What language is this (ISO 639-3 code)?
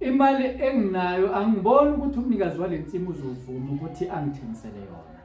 zul